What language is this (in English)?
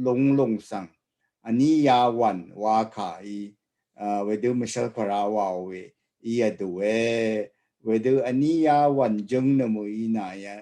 Rawang